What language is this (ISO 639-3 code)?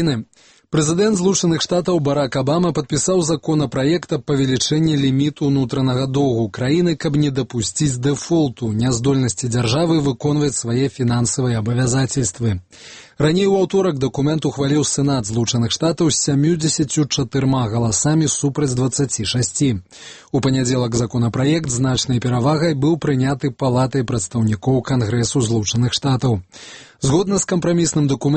bel